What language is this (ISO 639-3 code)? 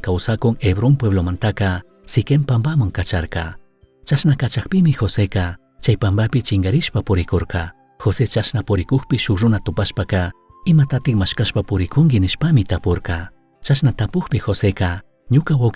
qug